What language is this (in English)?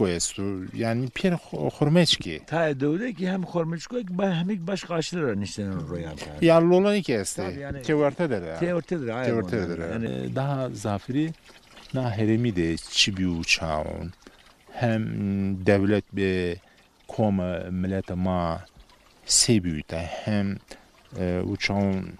Zaza